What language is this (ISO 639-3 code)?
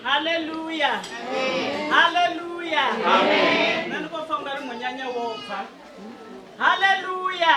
ven